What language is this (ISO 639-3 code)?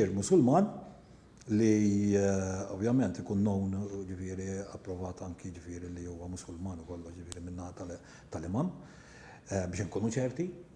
mlt